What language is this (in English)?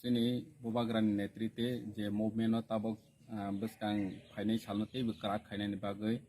Kok Borok